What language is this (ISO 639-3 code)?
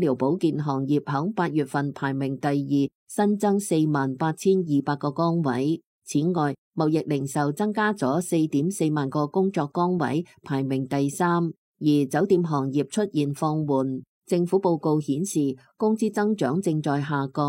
yue